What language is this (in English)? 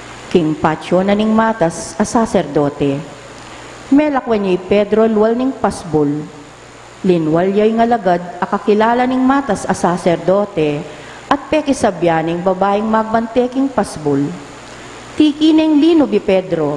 Pampanga